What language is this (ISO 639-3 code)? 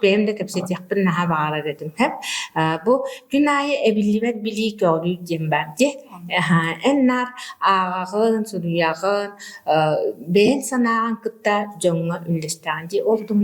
sah